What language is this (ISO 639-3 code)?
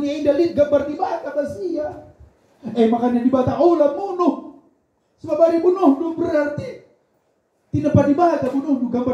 btx